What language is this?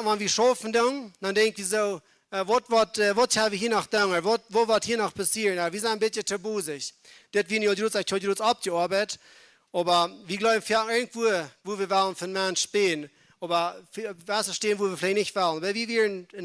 Plautdietsch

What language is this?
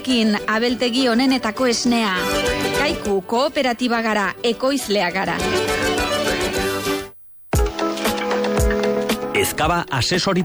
Basque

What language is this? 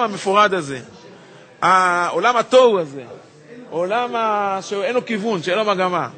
Hebrew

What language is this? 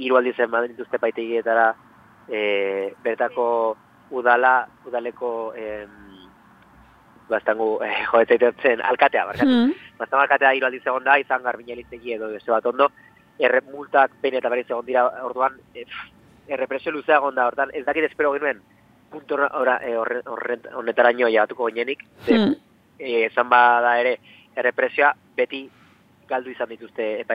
Basque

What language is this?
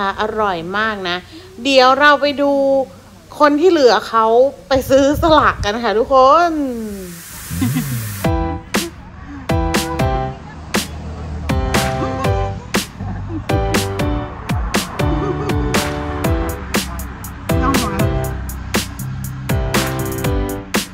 Thai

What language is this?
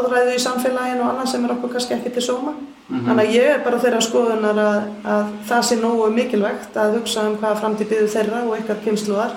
Icelandic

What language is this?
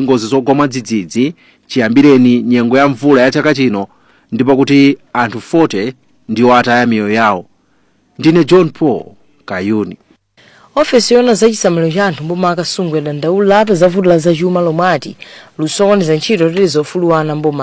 Nyanja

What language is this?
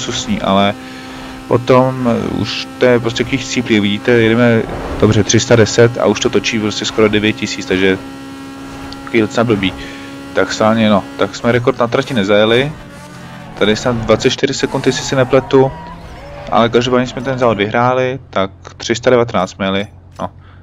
Czech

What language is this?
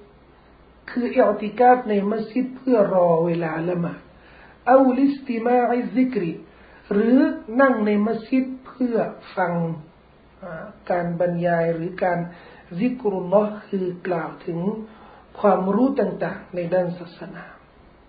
Thai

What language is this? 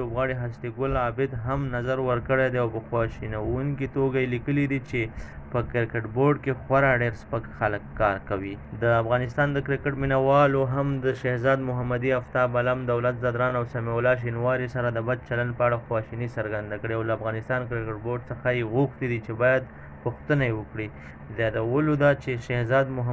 Pashto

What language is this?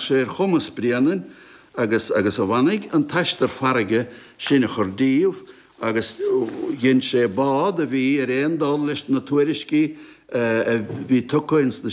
Irish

